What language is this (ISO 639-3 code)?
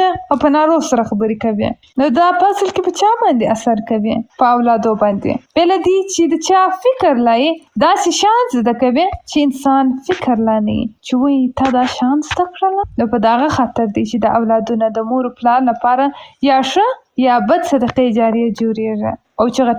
pus